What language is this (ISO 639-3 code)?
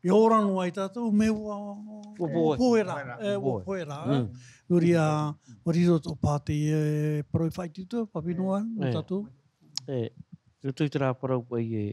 tah